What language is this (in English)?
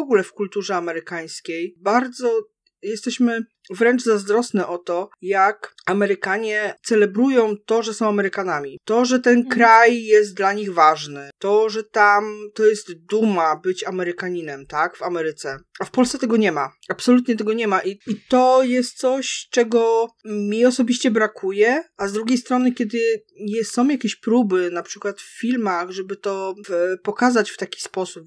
Polish